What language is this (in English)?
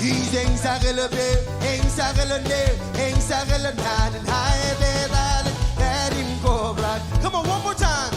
Marshallese